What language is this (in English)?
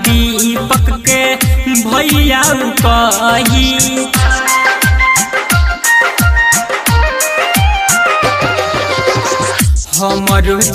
Bhojpuri